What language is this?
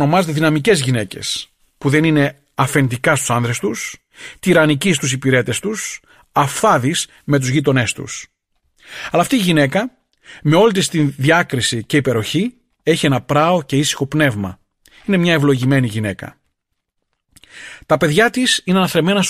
Greek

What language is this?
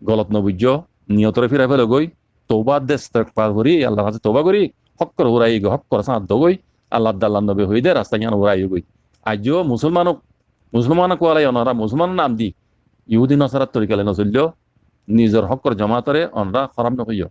Rohingya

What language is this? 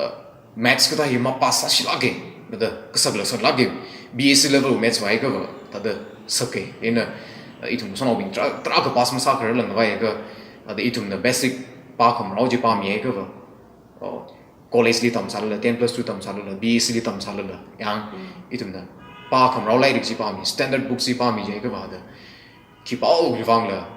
Tangkhul Naga (India)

